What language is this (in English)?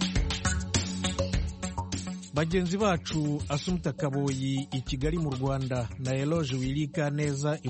Kinyarwanda